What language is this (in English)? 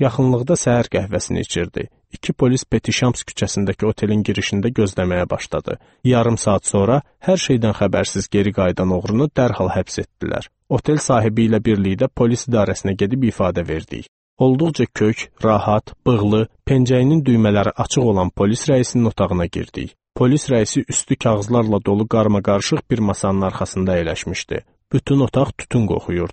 Azerbaijani